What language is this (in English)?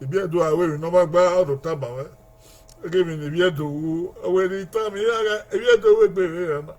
Bini